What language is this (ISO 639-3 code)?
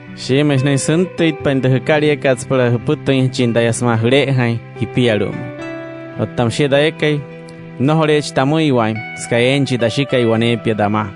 guc